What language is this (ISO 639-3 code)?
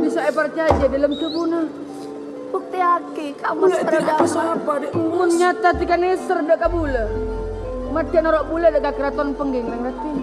mad